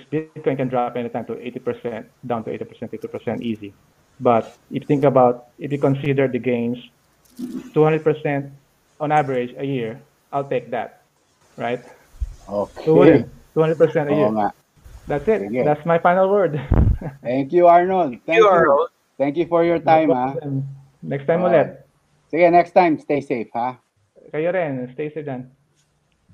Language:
Filipino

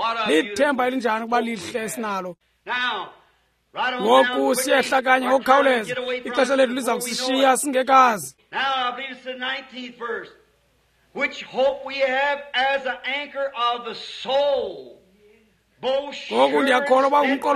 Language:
Xhosa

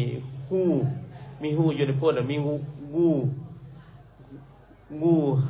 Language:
Lao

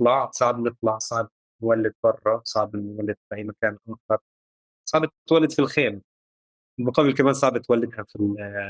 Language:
North Levantine Arabic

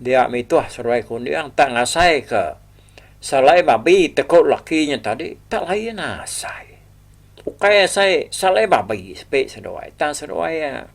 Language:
Iban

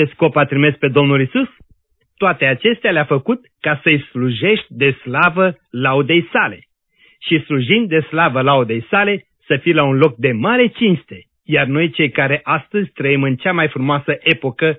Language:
Romanian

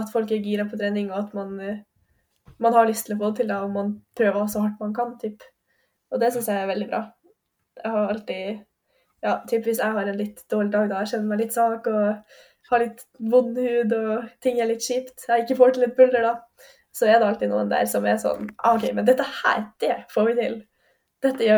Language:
Norwegian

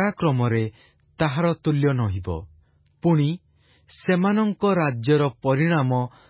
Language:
Odia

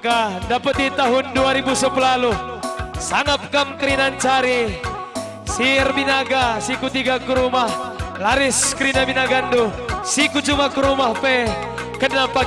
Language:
Batak Karo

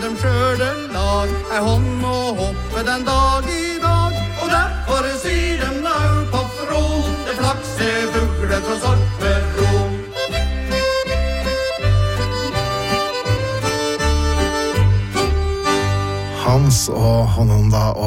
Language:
Norwegian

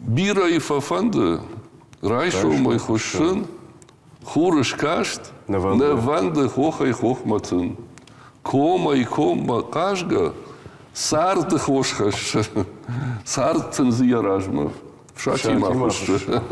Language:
Ossetic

